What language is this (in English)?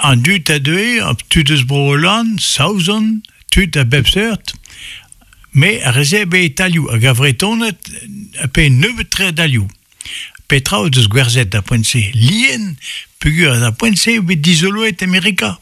Breton